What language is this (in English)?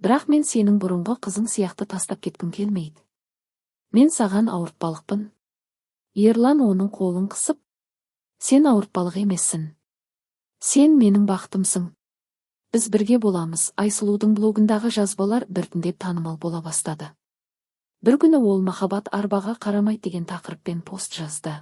Kazakh